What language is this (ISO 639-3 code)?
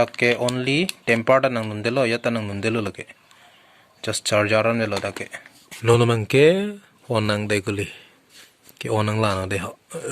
mjw